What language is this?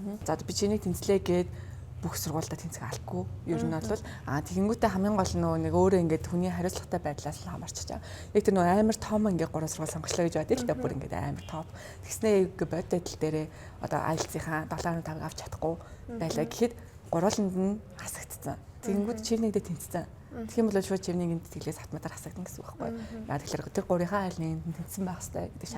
Mongolian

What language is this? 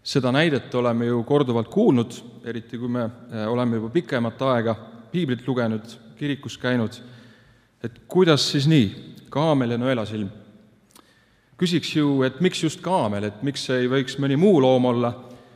Estonian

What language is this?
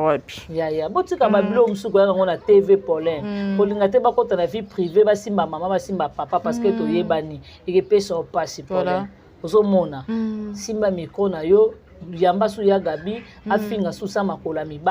Lingala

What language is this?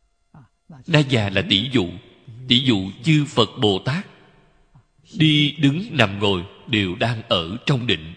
Vietnamese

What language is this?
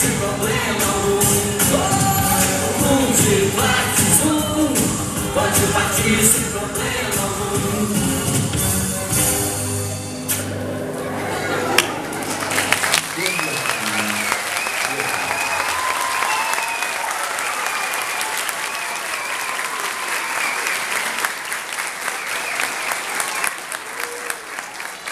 Portuguese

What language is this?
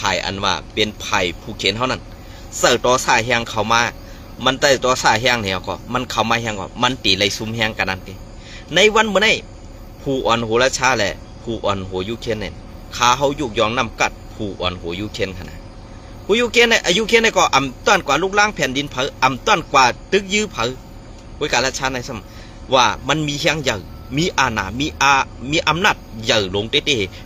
Shan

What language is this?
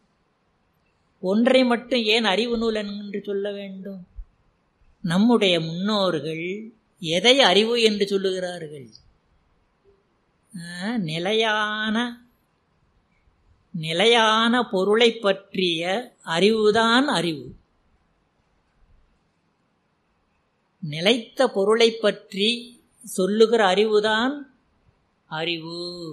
Tamil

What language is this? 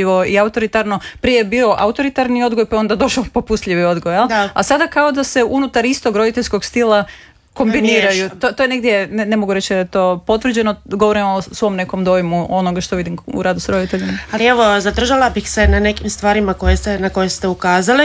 Croatian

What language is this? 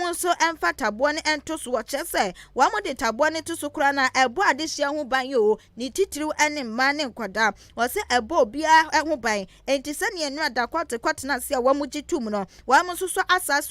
Akan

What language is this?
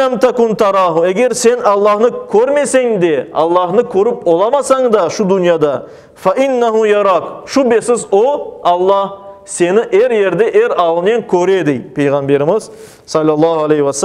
Crimean Tatar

